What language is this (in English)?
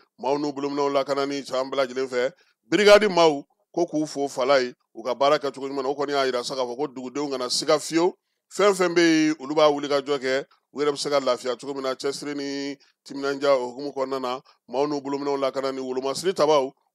Bambara